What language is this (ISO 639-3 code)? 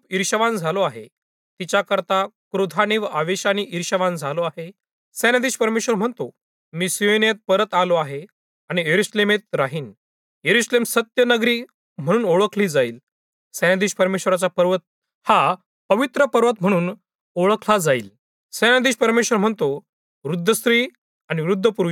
mar